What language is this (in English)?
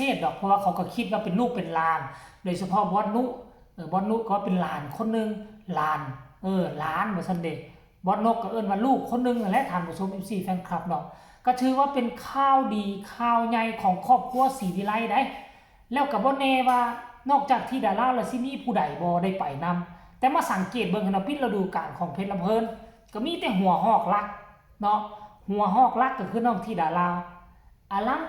Northeastern Thai